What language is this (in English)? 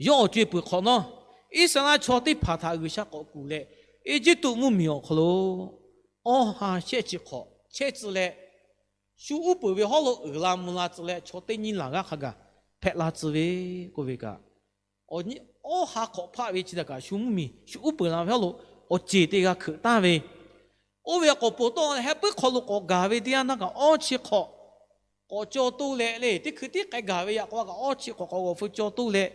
Lahu